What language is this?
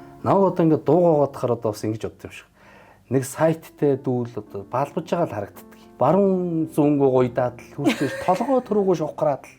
Mongolian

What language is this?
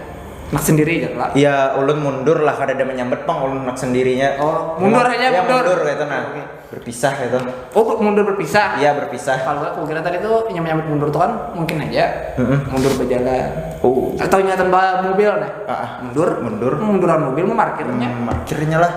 Banjar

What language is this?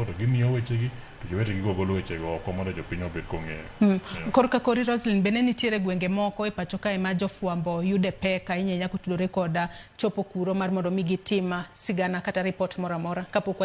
Luo (Kenya and Tanzania)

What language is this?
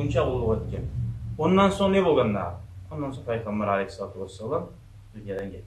Kumyk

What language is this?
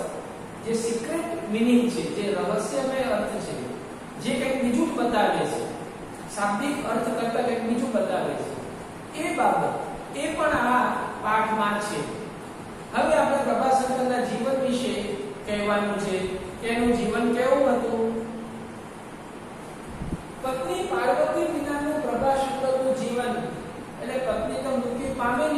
Gujarati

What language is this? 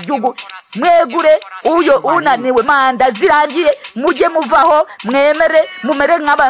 Kinyarwanda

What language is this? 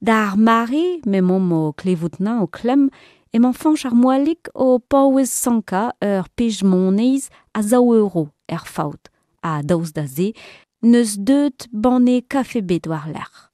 Breton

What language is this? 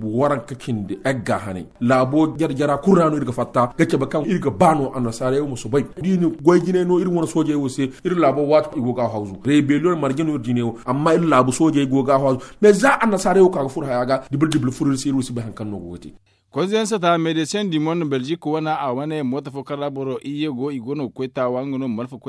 Zarma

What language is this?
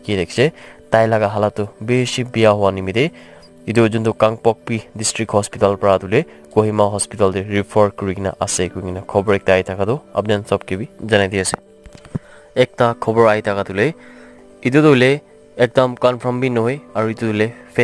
Naga Pidgin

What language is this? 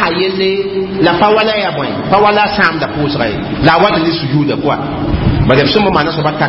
Mossi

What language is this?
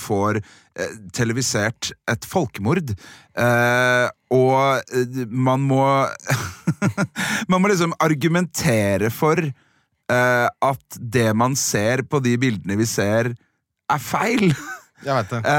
Norwegian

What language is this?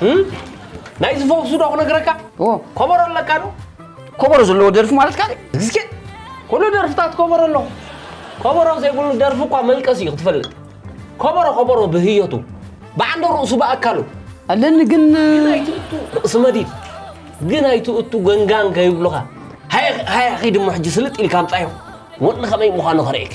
Tigrinya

